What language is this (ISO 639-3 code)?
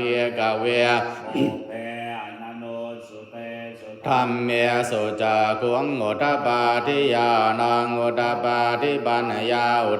pli